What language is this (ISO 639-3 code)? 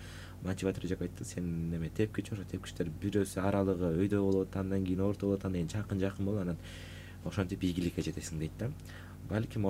kir